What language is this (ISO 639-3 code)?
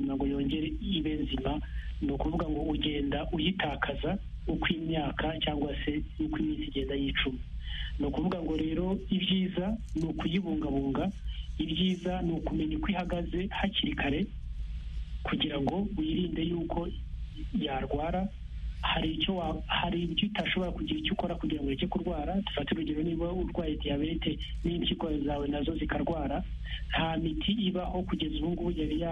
kin